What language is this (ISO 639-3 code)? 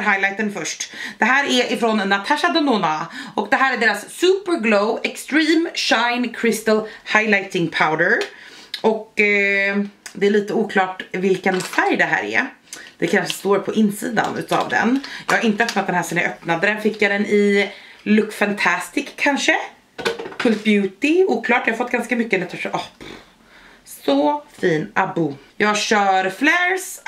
swe